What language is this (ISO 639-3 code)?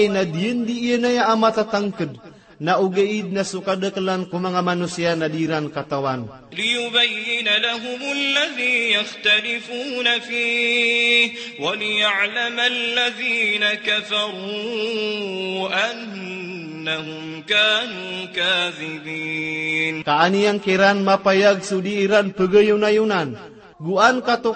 mrw